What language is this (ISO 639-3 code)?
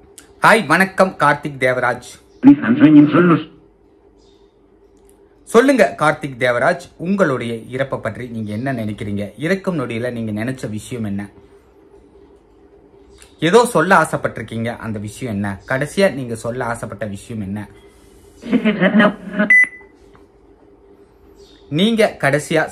tam